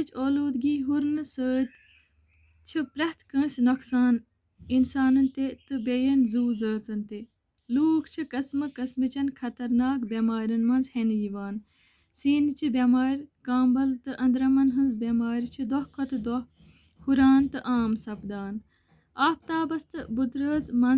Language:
Kashmiri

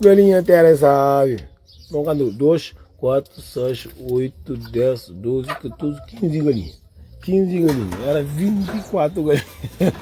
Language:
Kabuverdianu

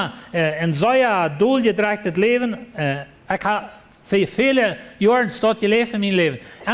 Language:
Plautdietsch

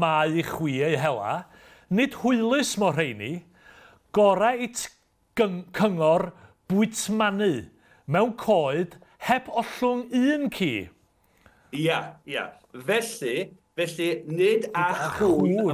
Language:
Welsh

